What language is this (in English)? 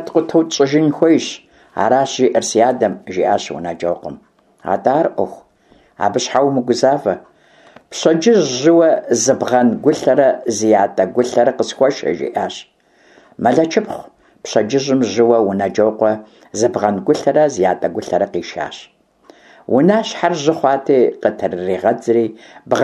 Kabardian